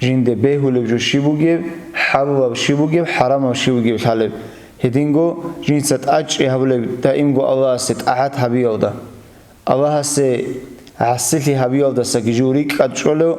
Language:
Avaric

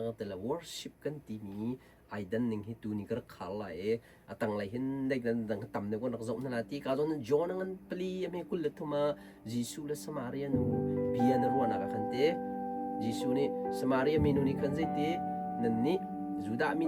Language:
Hakha Chin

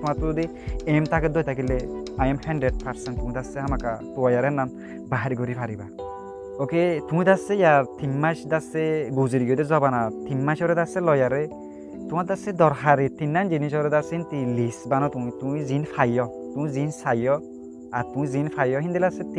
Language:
Rohingya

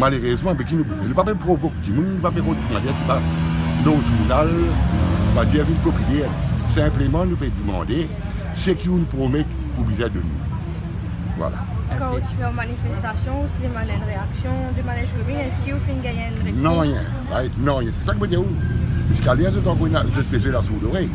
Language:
Morisyen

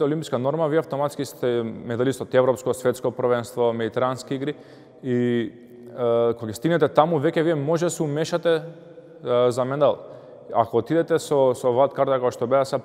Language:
Macedonian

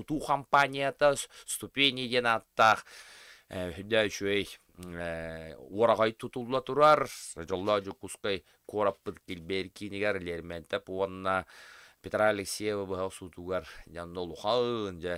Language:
Yakut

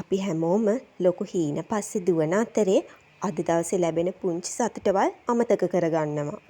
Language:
Sinhala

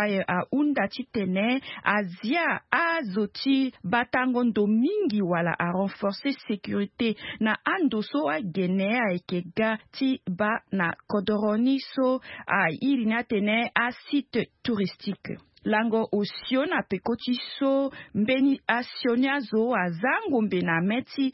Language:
Sango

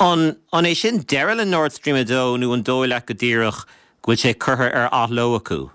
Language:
Irish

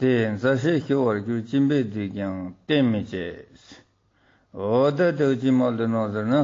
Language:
Ladakhi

